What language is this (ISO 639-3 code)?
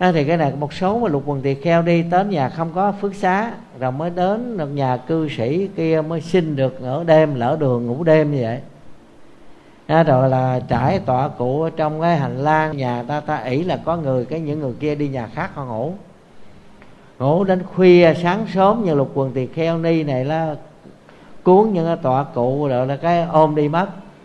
vie